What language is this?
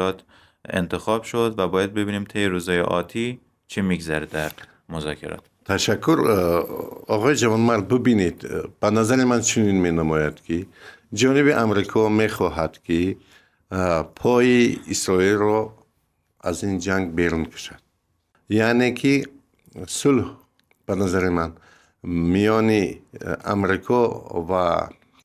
Persian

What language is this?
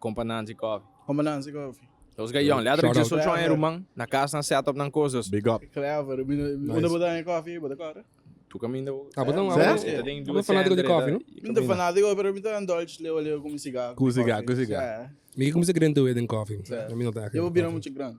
Papiamento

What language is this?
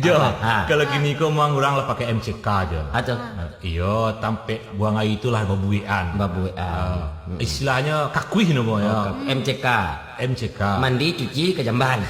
Minangkabau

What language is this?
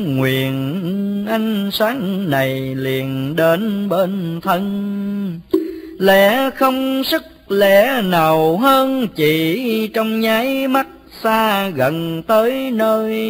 Vietnamese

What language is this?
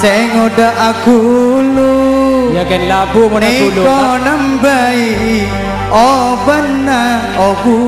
Madurese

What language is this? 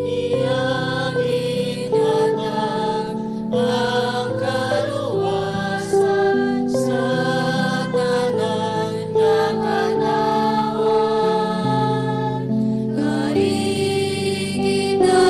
Hiligaynon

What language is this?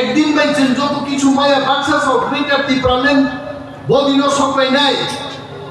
Kok Borok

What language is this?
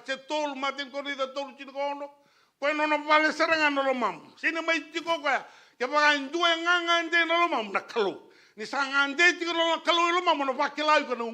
Fijian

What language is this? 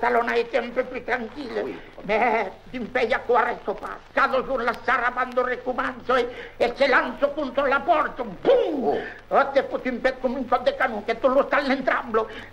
Occitan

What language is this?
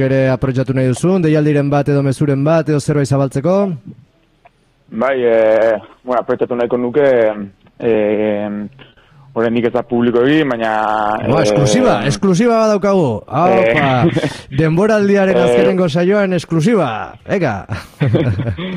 Basque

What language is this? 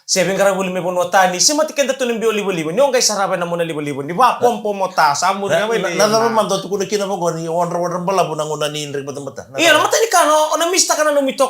Fijian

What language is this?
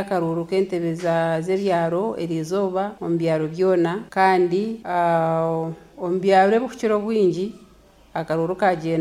Nyoro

